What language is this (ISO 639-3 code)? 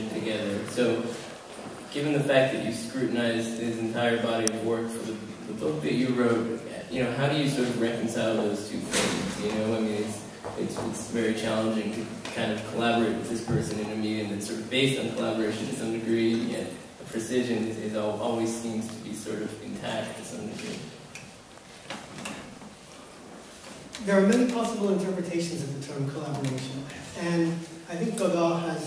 eng